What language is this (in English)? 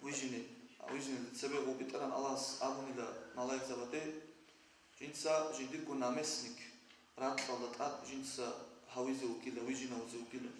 Avaric